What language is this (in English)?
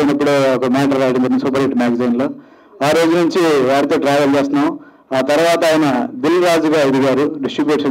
Telugu